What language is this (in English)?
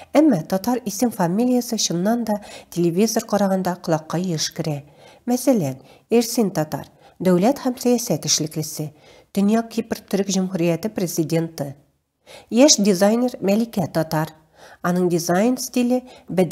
Tatar